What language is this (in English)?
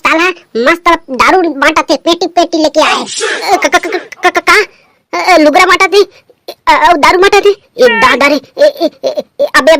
Chhattisgarhi